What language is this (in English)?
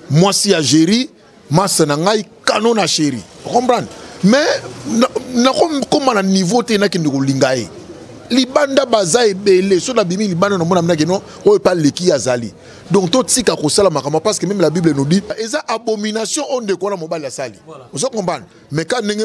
Lingala